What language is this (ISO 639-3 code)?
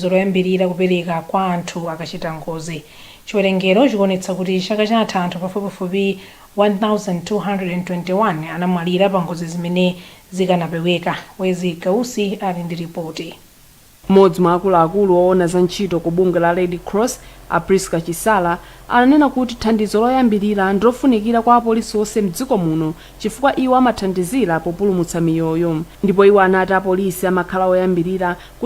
nya